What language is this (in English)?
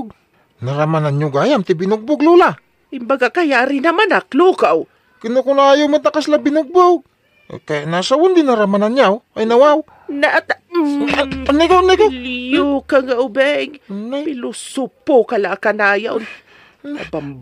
Iloko